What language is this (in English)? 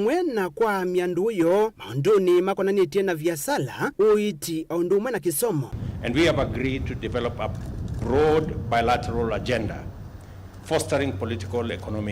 Kamba